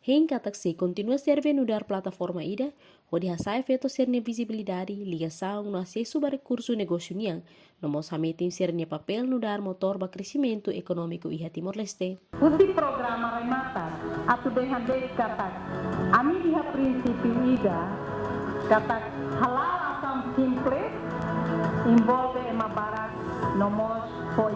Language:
Tetum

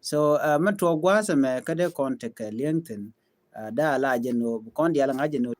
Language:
Nuer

